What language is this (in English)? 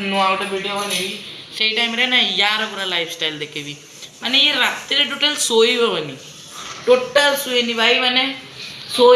Odia